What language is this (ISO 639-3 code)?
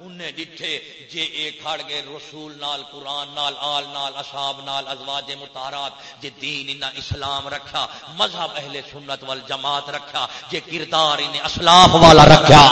skr